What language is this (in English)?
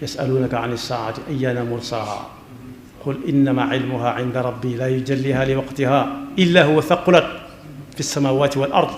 Wolof